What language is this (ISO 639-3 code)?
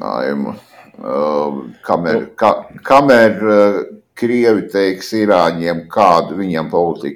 lav